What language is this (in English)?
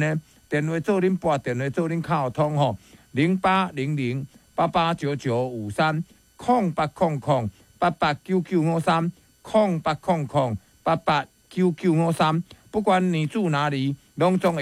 Min Nan Chinese